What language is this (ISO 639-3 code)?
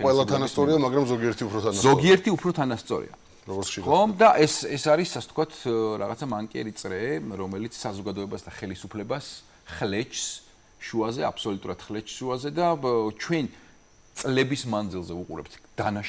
kat